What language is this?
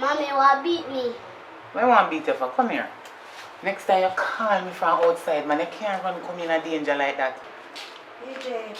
Jamaican Creole English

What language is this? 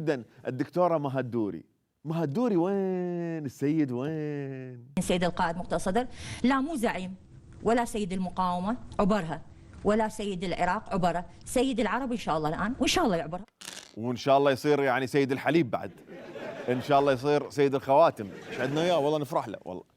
Mesopotamian Arabic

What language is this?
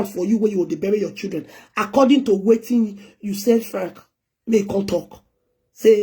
Nigerian Pidgin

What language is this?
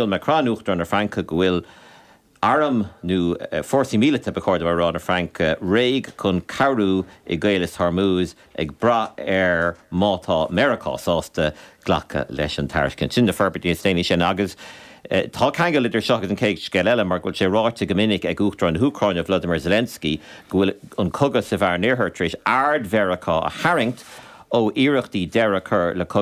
Irish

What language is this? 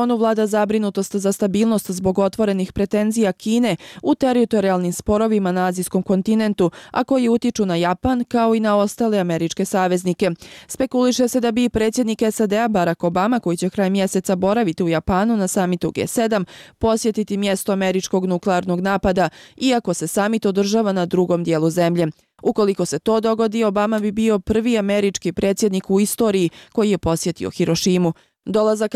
Bosnian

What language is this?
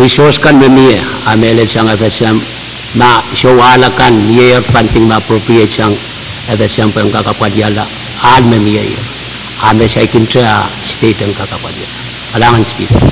Pohnpeian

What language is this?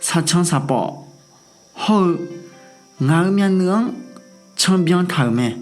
Akha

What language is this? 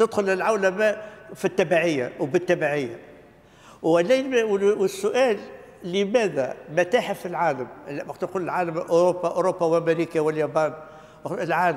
Tunisian Arabic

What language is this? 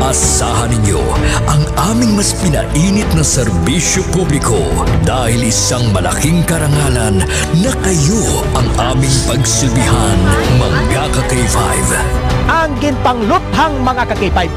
Hiligaynon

